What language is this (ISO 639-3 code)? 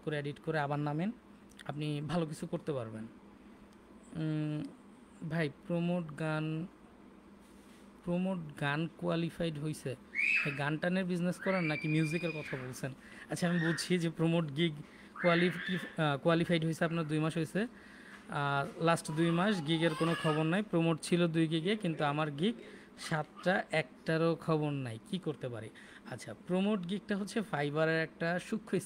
ben